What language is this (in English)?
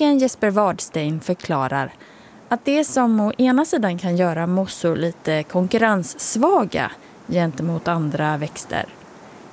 Swedish